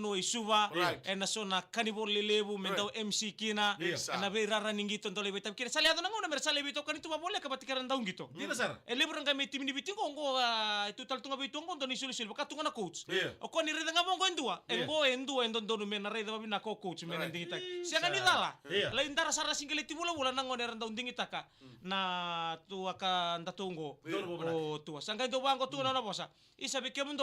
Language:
Fijian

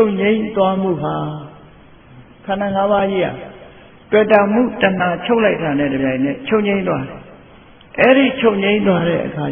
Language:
Burmese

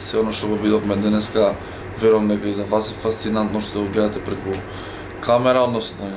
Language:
Macedonian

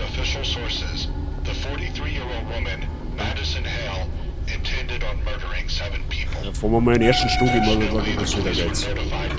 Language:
Bavarian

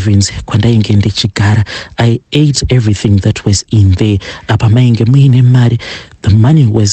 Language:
Shona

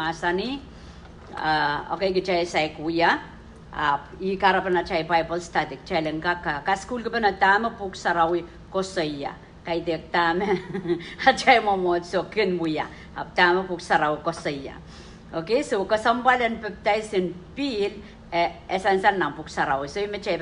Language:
Pohnpeian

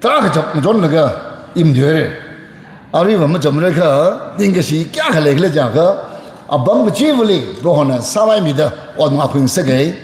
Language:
Tangkhul Naga (India)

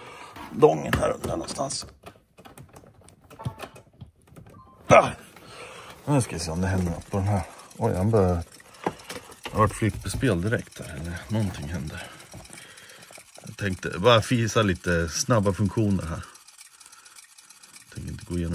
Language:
Swedish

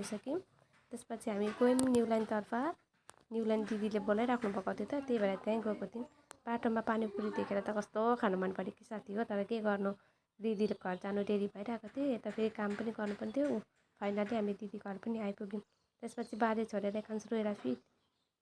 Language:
Nepali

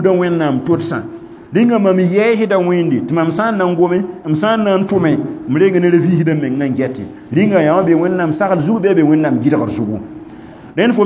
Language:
Mossi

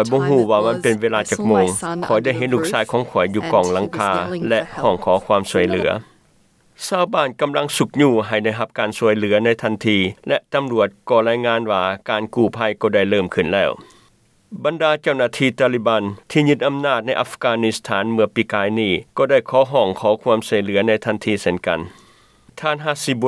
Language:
Lao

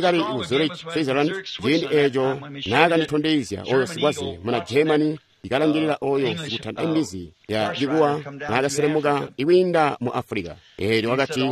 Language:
Tonga (Zambia)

